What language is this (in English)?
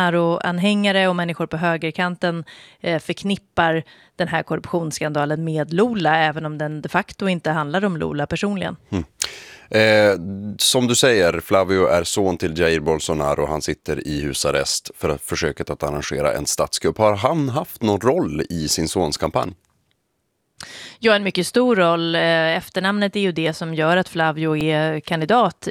Swedish